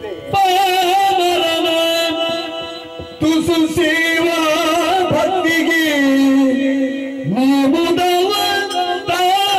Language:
Kannada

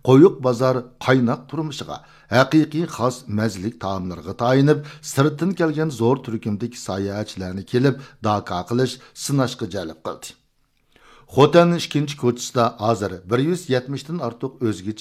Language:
Uyghur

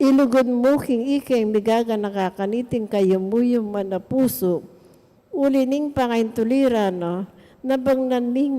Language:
Pampanga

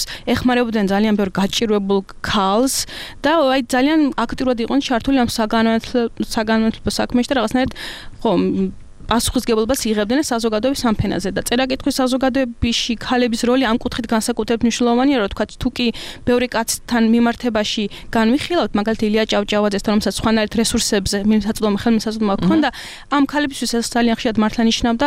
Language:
Georgian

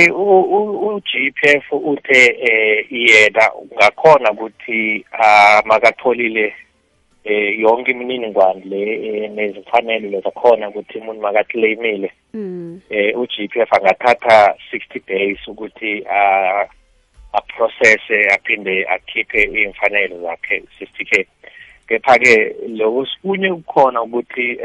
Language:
South Ndebele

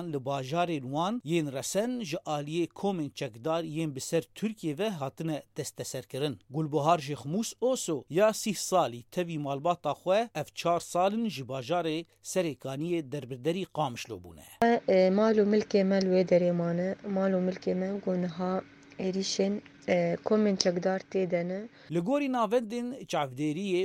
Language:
Kurdish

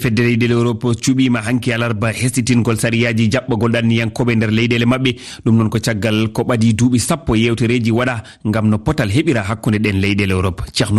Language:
Fula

